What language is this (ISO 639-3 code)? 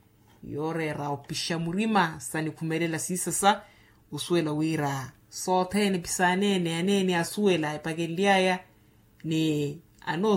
vmw